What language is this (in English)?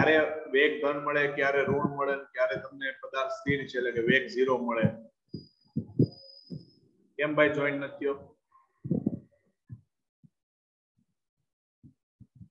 Gujarati